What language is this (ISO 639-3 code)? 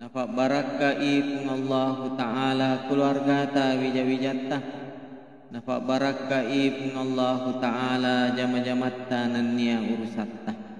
bug